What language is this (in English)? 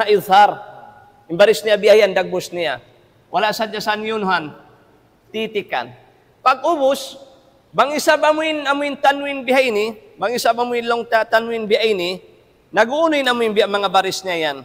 Tausug